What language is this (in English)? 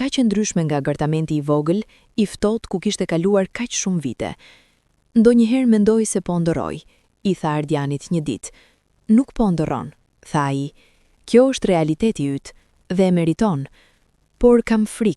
Albanian